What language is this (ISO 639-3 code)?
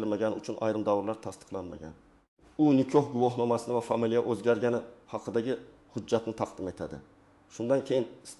uzb